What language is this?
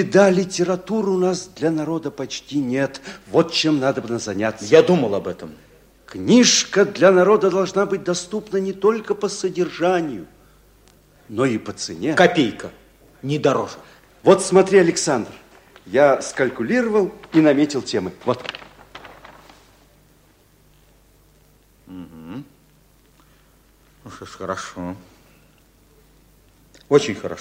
Russian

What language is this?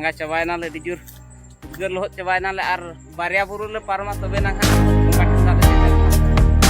Santali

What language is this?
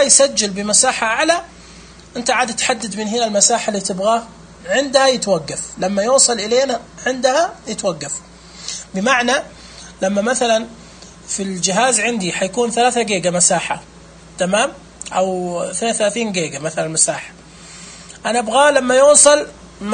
Najdi Arabic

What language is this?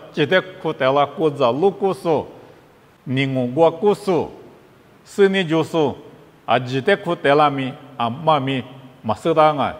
Lisu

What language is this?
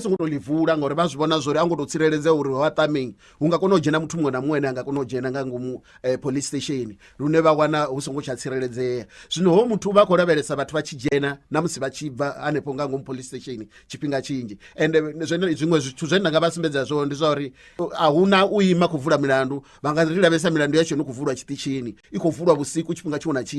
Venda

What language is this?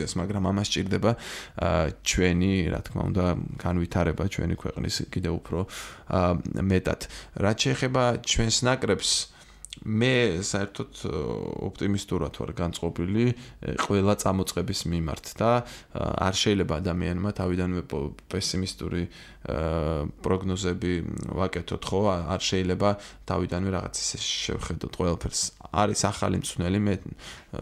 Georgian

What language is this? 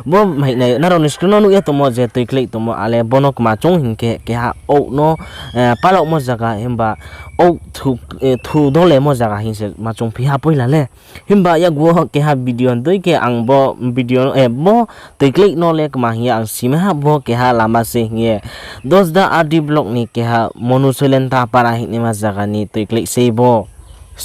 Riang (India)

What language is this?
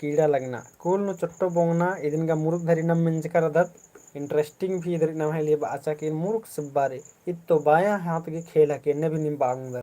Kurukh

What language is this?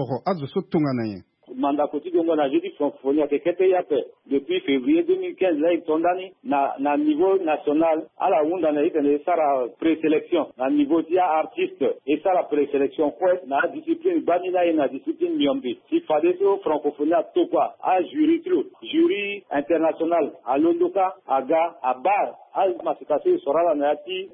Sango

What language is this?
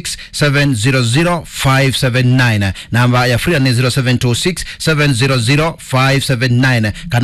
Kamba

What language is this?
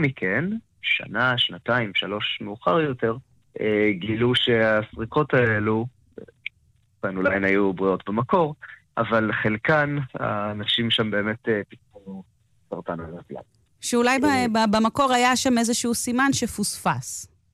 Hebrew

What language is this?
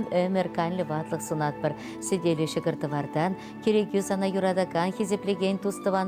Chuvash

